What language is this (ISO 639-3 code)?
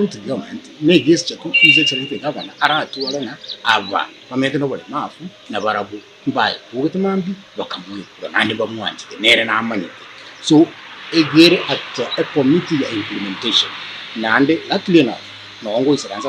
guz